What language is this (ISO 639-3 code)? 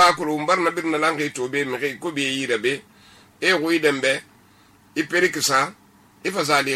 sus